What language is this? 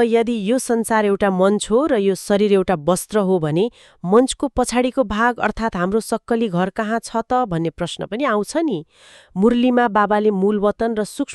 Nepali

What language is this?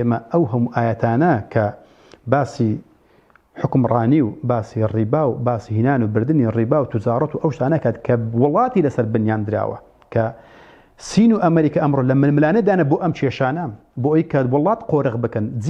Central Kurdish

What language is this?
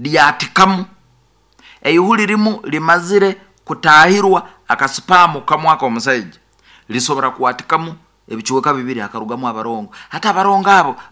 Nyoro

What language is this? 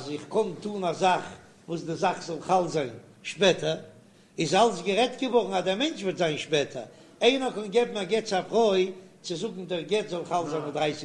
Yiddish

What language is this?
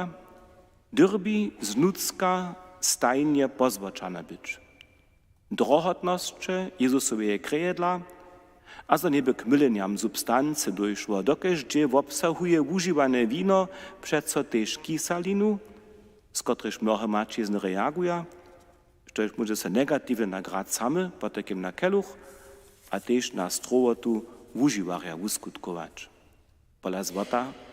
Upper Sorbian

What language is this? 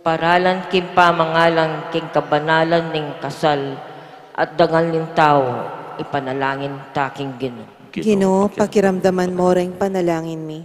Pampanga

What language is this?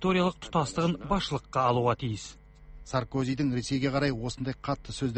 Kazakh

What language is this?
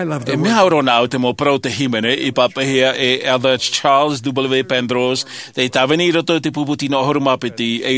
Tahitian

